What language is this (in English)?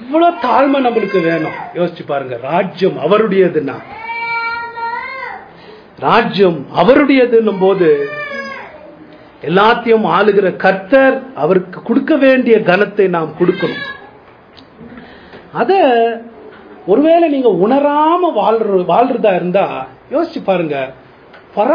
Tamil